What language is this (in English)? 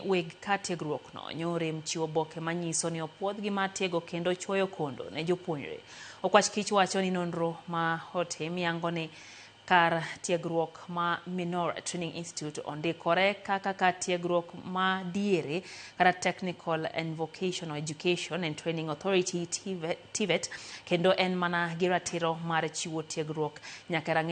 Luo (Kenya and Tanzania)